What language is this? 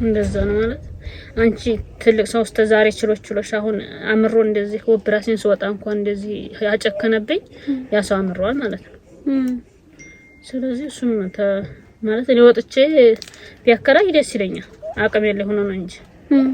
Amharic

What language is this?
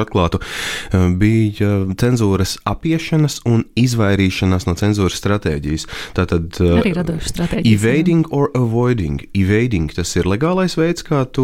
Latvian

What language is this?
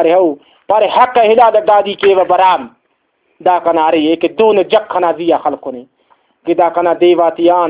Brahui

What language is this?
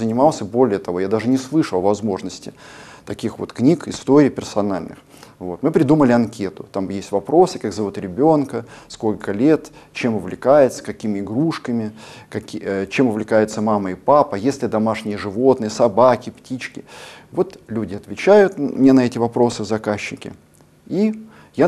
Russian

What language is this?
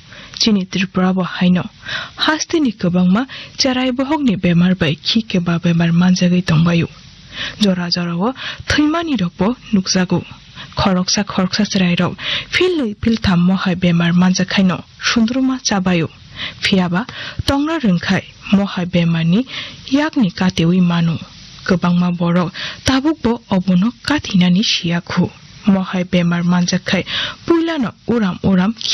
Kok Borok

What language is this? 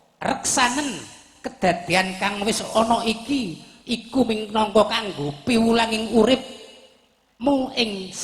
Javanese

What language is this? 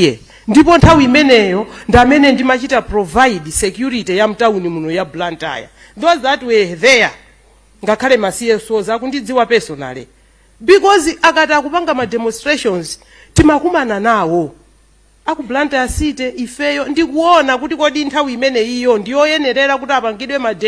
Nyanja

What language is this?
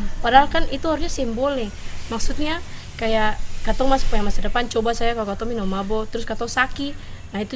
Ambonese Malay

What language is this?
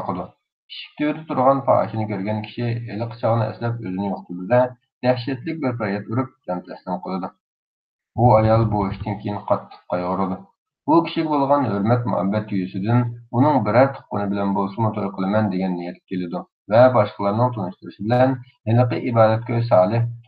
Uyghur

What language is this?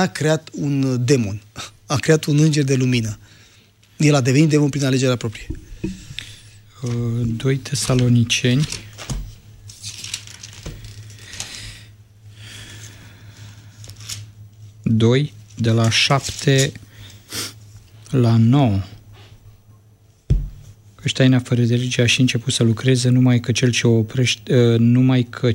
Romanian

